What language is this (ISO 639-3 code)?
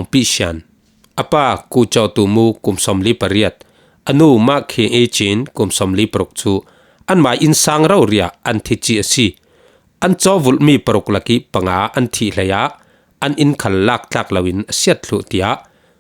cfm